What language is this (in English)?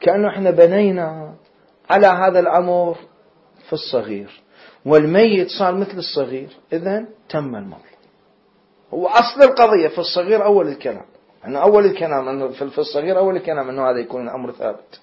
Mesopotamian Arabic